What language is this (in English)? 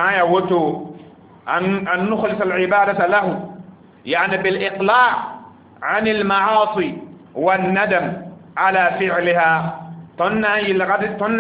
Mossi